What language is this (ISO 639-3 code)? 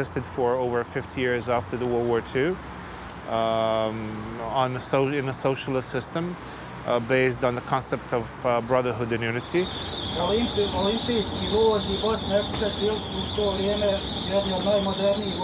bos